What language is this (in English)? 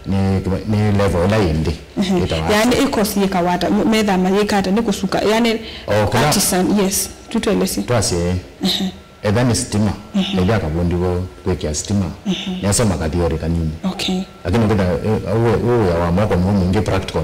Kamba